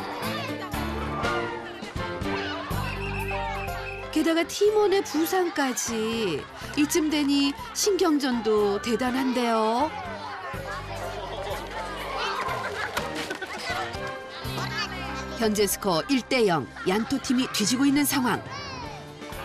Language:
Korean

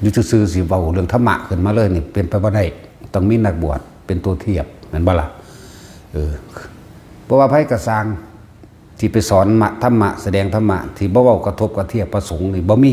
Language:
Northeastern Thai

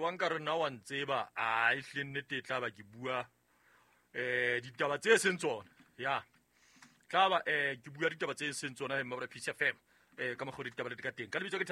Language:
Southern Sotho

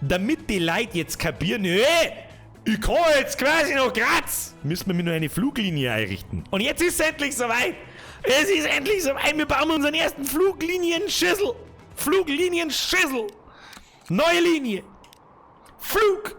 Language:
Bavarian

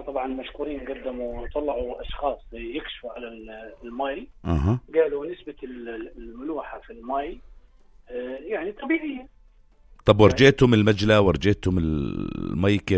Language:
North Levantine Arabic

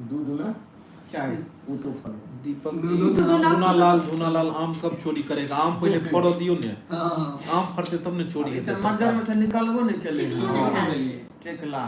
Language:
Maithili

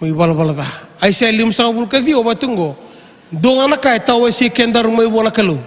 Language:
Fijian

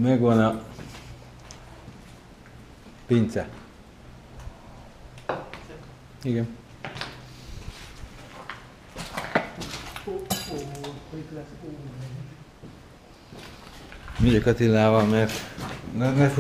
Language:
Hungarian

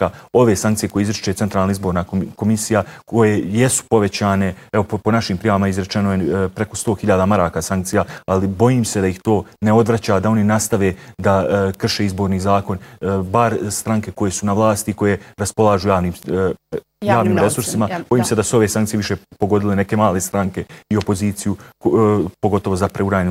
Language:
Bosnian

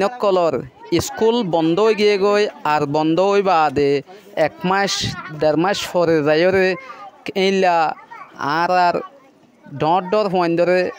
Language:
Rohingya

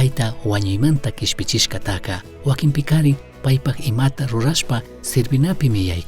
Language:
Chimborazo Highland Quichua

